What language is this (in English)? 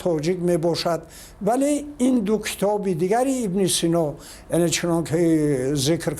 Tajik